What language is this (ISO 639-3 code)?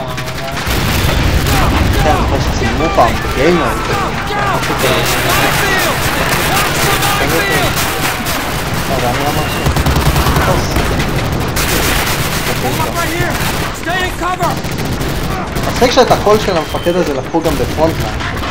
heb